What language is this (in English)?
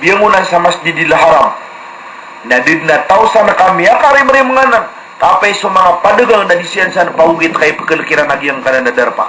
Maranao